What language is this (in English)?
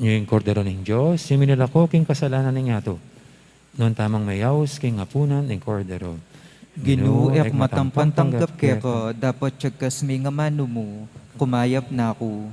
Pampanga